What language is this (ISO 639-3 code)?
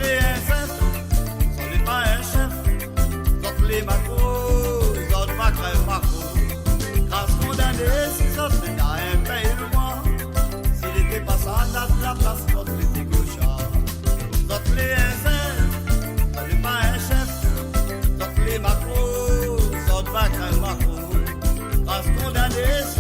mfe